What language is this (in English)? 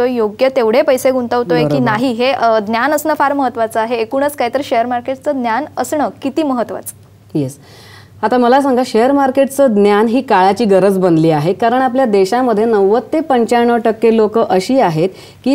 Marathi